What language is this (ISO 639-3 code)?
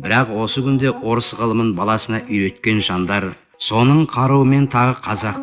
kaz